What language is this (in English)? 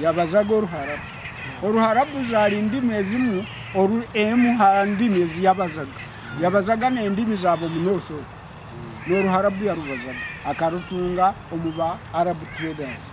Nyoro